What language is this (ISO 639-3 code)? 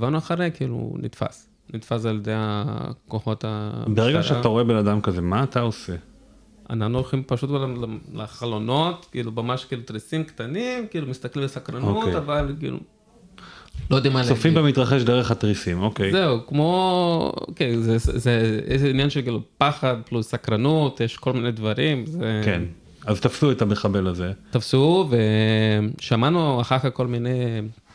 heb